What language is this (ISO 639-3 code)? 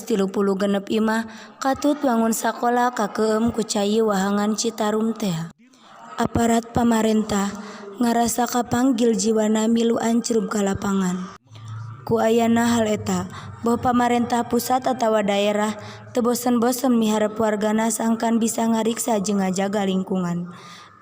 sun